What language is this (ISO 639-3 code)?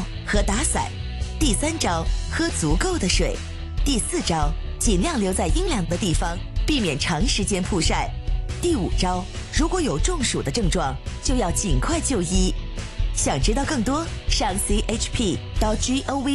zho